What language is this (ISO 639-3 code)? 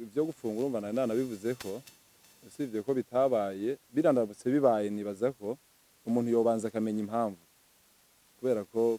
run